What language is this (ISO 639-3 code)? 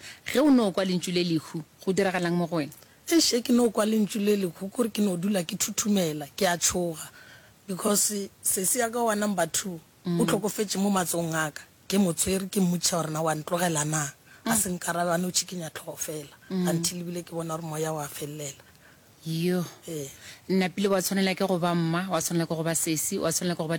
nso